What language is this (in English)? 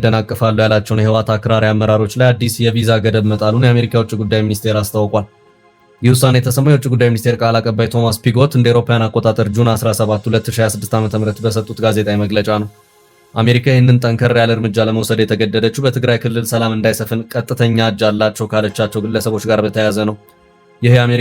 Amharic